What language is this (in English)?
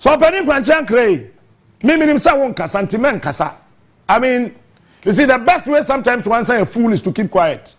Akan